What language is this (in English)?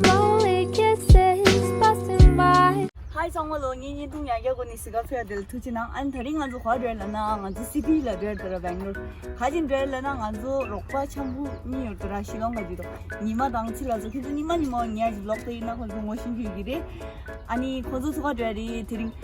Tibetan